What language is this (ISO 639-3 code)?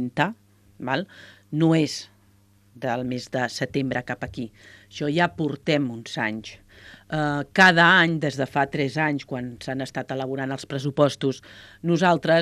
cat